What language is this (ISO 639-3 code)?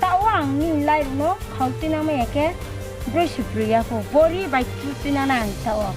ria